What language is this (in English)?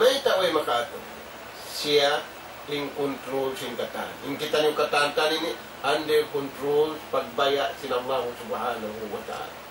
Tausug